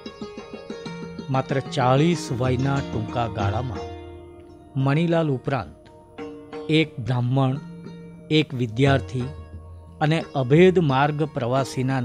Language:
Gujarati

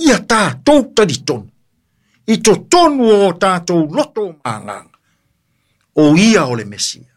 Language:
Samoan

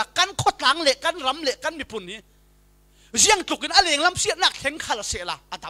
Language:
Falam Chin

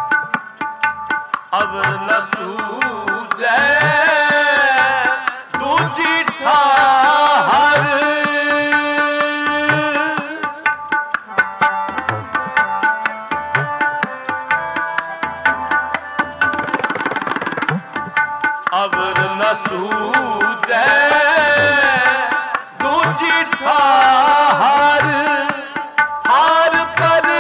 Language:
Punjabi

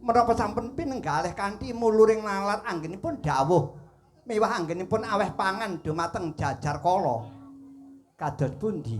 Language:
Javanese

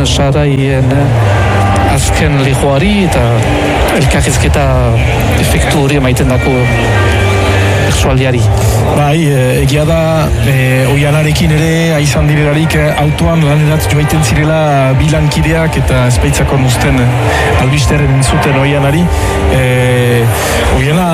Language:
Basque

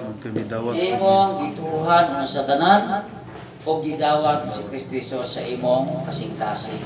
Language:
Cebuano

